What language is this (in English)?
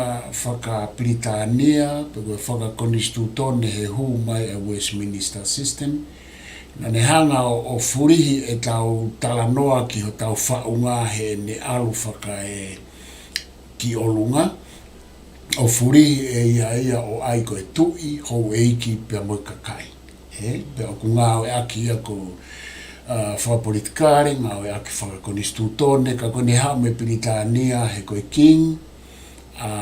Tongan